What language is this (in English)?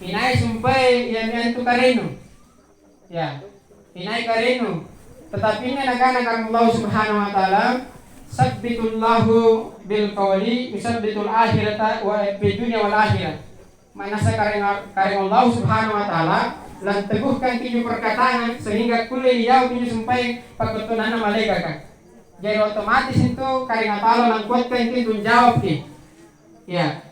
Makasar